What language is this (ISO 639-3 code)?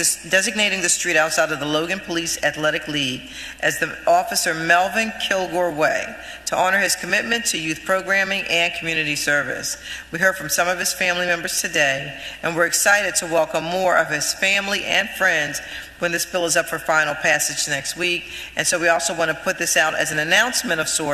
eng